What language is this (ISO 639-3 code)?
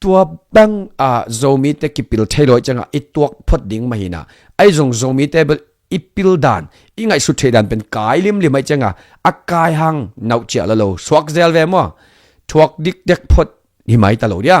ctd